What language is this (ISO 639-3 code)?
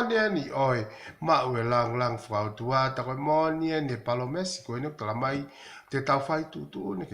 ton